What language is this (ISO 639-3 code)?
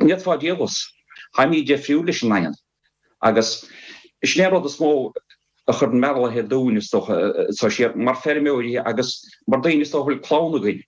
gle